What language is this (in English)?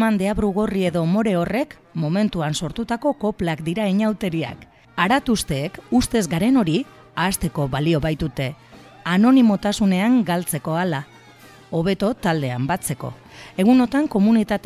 Basque